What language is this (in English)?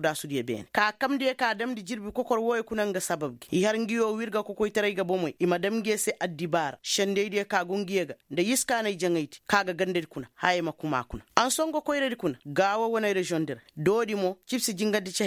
Koyraboro Senni